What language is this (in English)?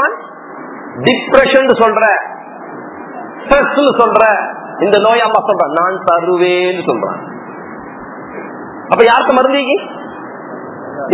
Tamil